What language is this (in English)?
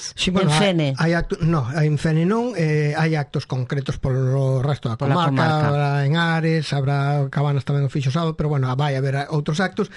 Galician